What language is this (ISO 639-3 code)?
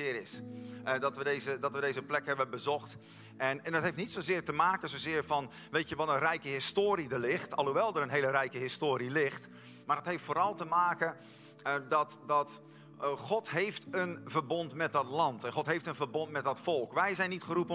nld